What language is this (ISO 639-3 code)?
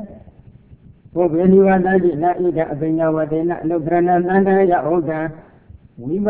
mya